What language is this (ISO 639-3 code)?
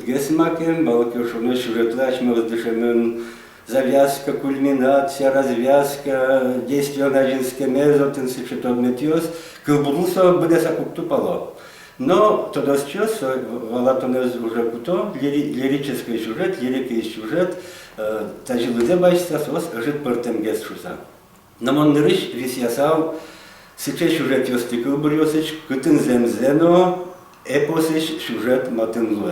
udm